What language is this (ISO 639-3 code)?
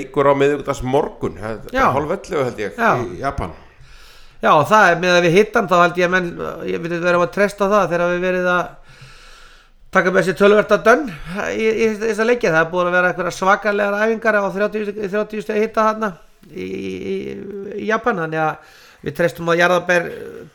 isl